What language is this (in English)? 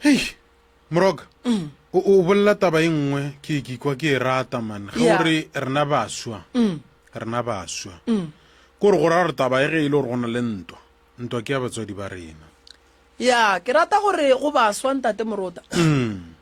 Northern Sotho